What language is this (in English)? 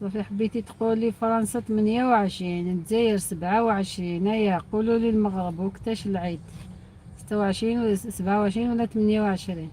Algerian Arabic